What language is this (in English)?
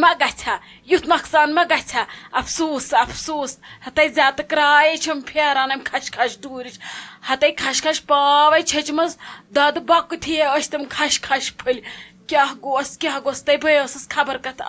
Kashmiri